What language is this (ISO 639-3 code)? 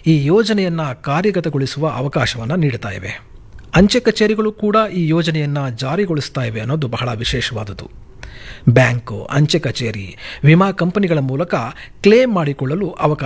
kan